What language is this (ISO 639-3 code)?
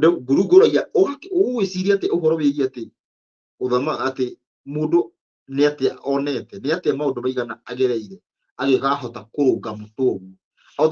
kik